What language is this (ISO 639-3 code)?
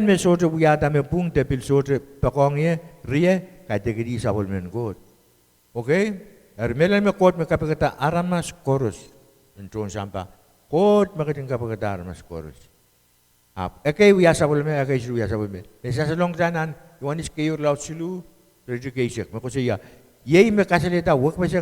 pon